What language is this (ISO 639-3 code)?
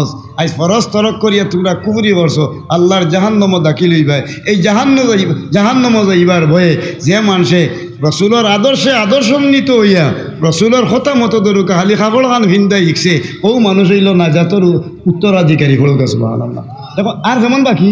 syl